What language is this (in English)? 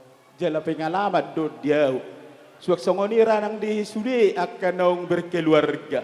Batak Toba